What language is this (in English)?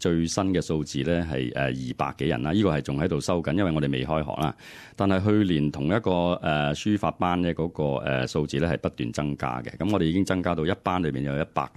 Cantonese